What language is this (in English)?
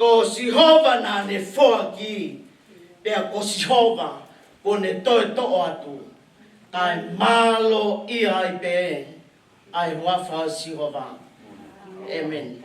Tongan